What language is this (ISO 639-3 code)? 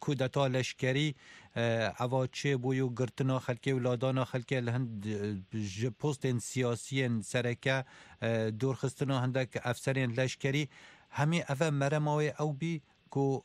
kur